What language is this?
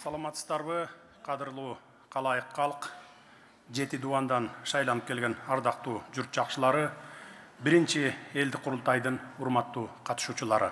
Kyrgyz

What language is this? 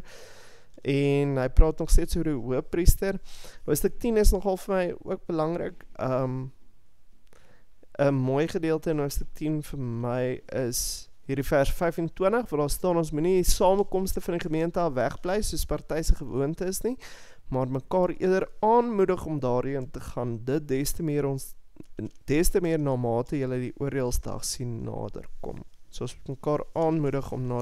Afrikaans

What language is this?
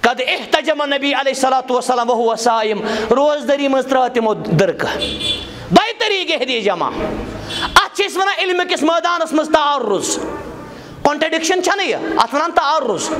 Kashmiri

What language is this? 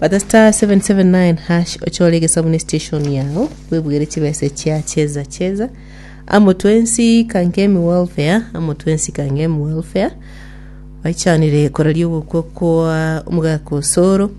Gusii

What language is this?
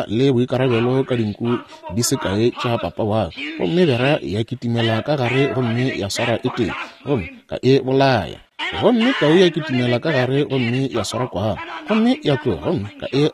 Northern Sotho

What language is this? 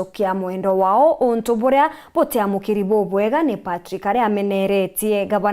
Meru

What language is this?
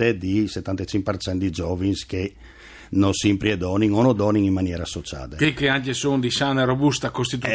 Friulian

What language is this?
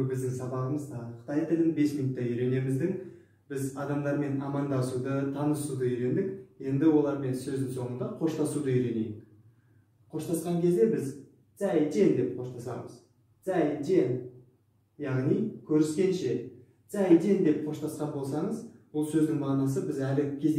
Kazakh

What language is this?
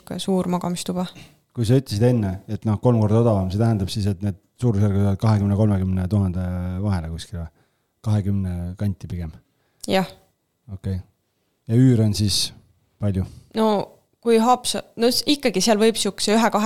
Estonian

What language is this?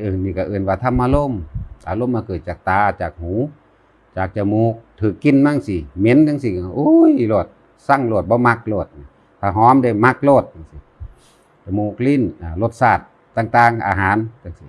Northeastern Thai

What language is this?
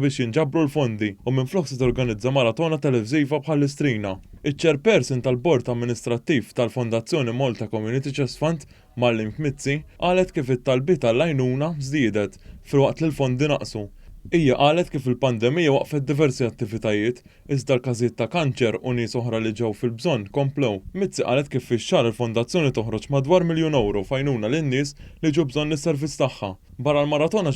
Maltese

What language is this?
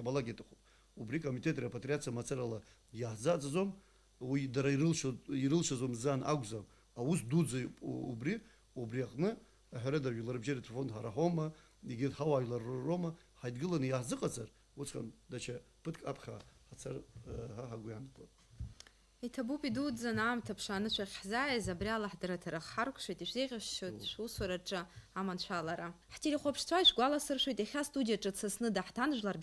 Abkhazian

